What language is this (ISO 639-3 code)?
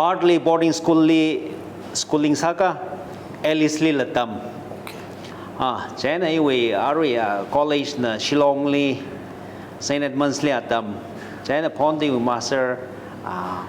nmf